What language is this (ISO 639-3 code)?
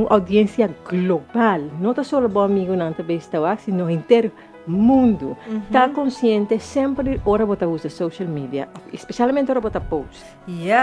pap